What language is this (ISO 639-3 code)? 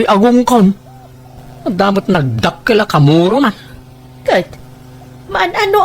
ilo